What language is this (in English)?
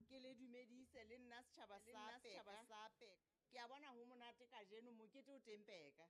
Southern Sotho